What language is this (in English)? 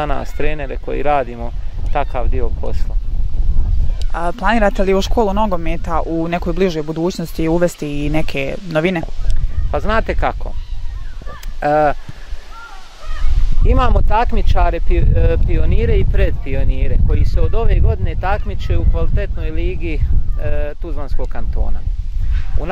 Bosnian